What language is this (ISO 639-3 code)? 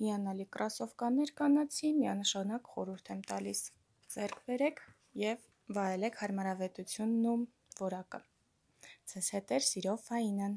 hye